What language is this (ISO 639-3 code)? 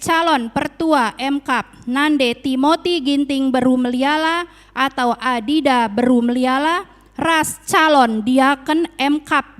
btx